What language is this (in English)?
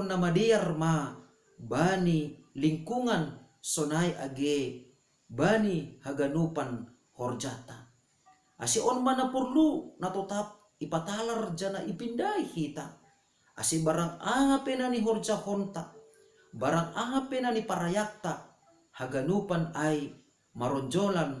Batak Simalungun